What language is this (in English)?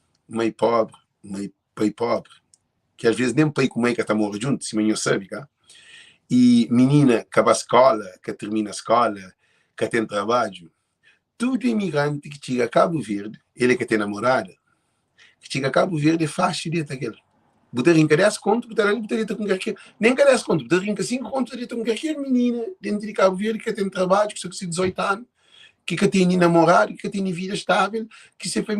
Kabuverdianu